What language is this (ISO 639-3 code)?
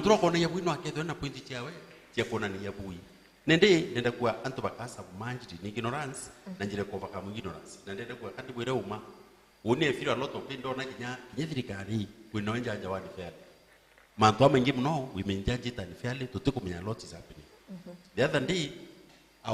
mer